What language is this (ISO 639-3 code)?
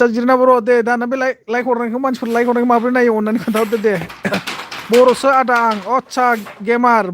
brx